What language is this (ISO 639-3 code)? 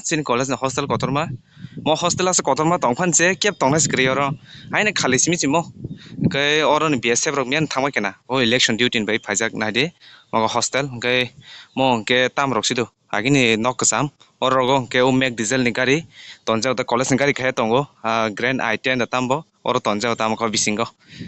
trp